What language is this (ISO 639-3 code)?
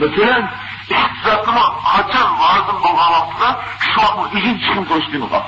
uig